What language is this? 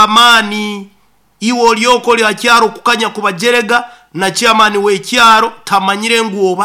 Nyoro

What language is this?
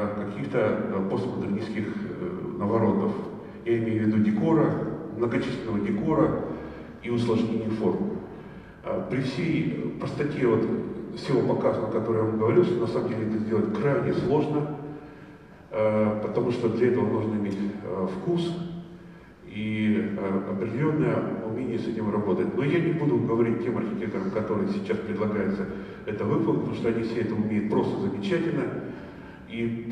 Russian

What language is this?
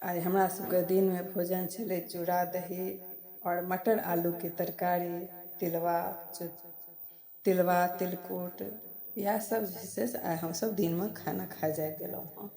Maithili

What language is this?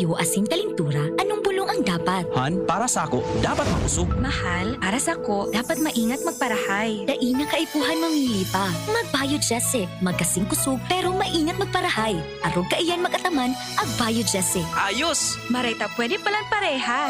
Bikol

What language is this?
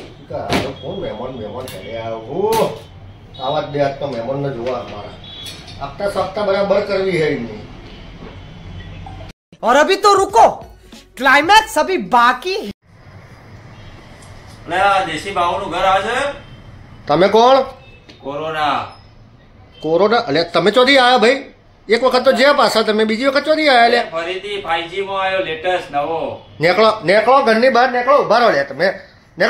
Gujarati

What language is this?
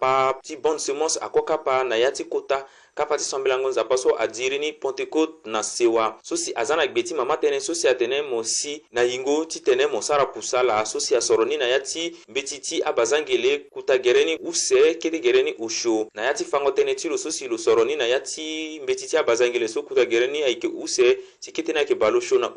Sango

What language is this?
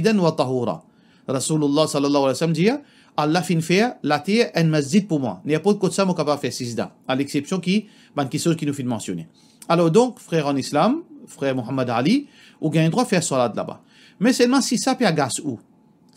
Morisyen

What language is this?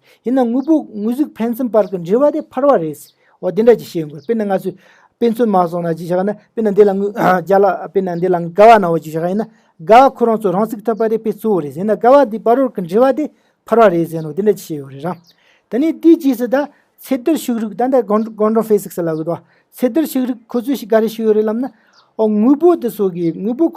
Tibetan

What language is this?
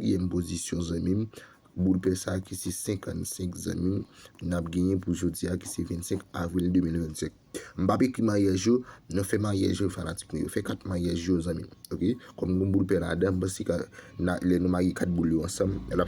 Haitian Creole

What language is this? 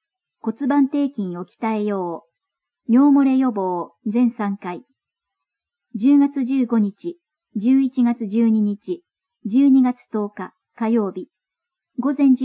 Japanese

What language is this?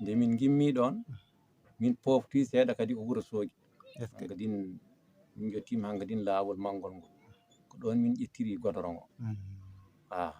Fula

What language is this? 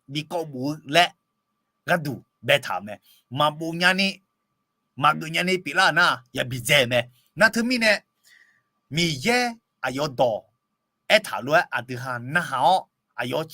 Akha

